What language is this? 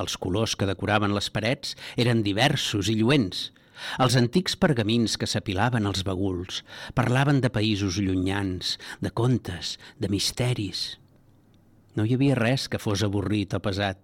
Catalan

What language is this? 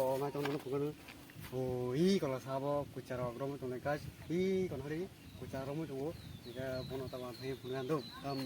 Kok Borok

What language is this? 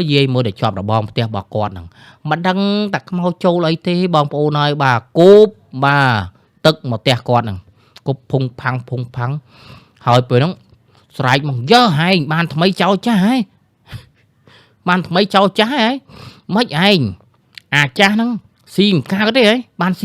Khmer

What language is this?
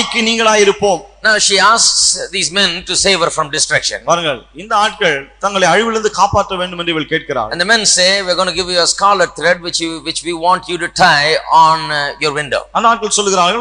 Tamil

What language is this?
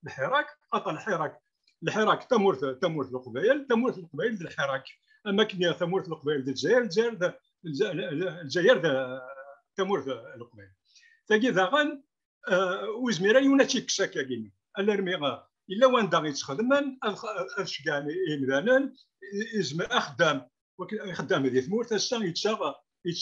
Kabyle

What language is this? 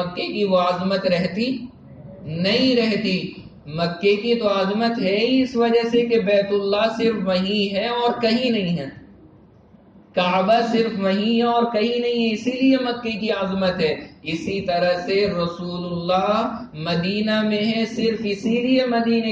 Urdu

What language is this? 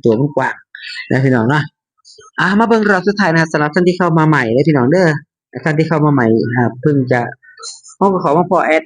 Northeastern Thai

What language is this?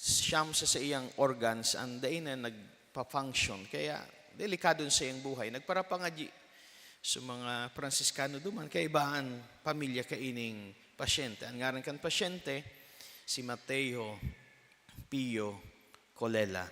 Bikol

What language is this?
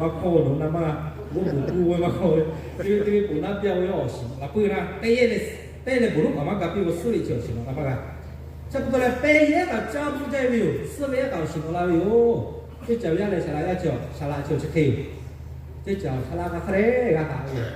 Lahu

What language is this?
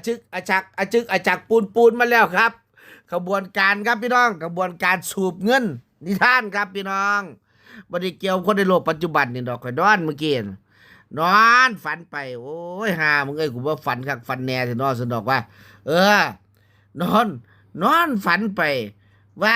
Northeastern Thai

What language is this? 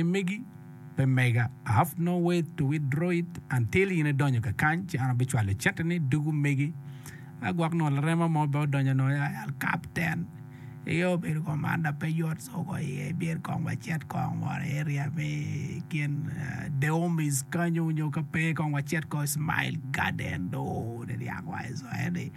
Acoli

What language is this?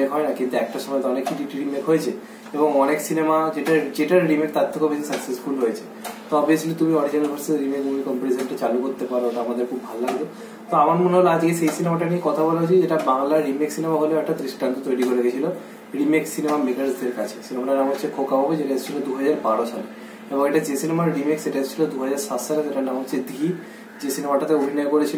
Bangla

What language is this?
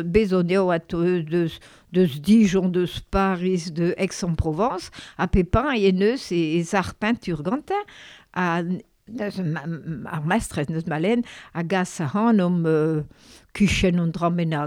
Breton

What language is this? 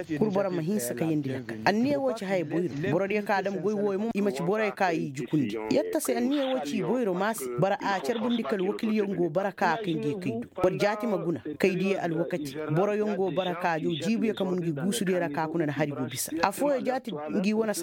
Koyraboro Senni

